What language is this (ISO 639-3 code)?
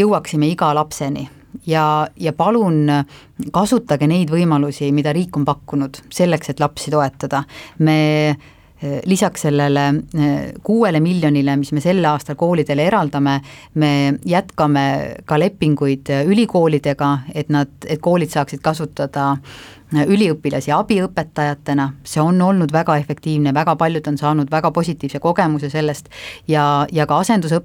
est